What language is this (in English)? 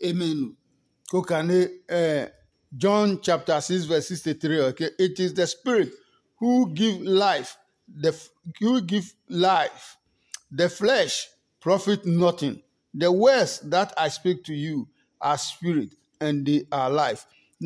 Adangme